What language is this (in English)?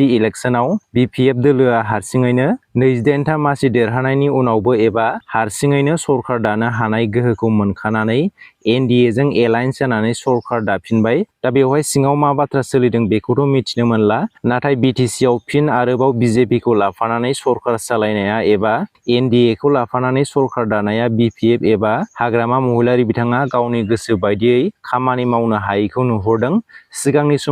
Bodo